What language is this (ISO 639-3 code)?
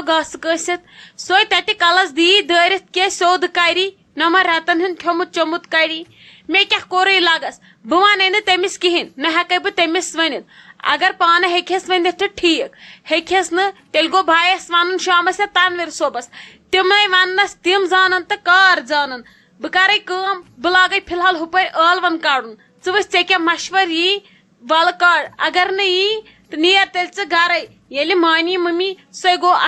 kas